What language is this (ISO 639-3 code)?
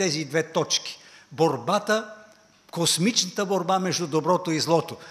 bul